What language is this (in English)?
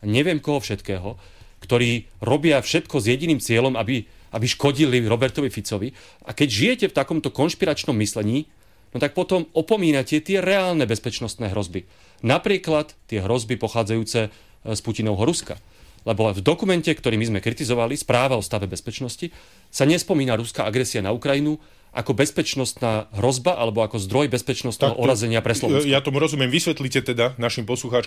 Slovak